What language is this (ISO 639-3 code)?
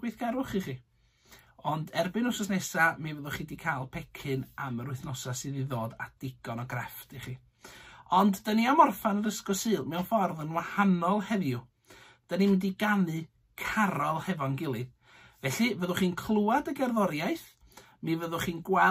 cym